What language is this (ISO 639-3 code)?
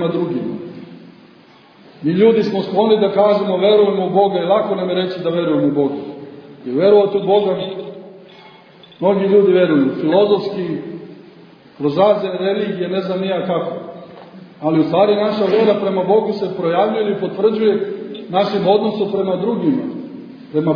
srp